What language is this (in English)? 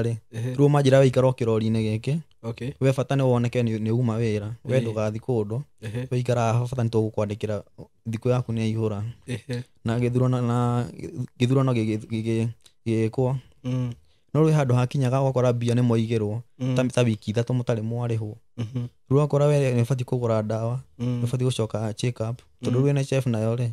Kikuyu